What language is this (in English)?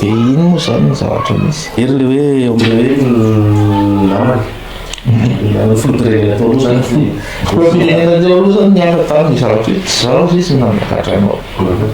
Malagasy